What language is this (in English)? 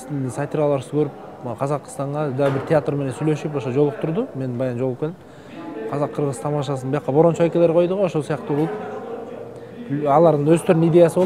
Kyrgyz